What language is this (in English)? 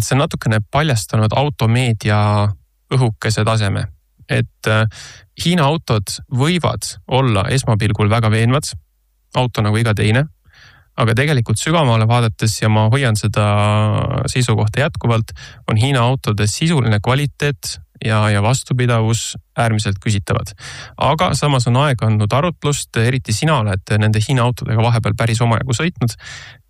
Estonian